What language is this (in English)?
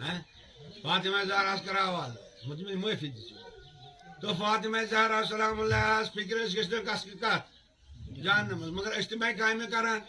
Kashmiri